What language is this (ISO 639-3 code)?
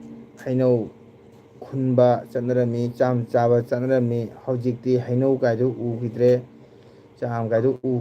mni